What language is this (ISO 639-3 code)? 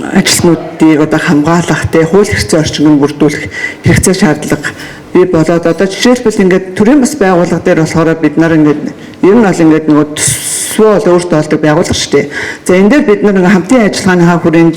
mon